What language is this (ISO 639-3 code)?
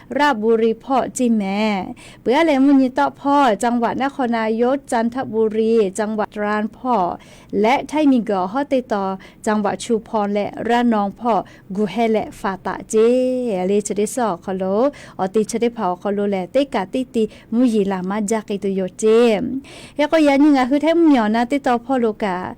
lhu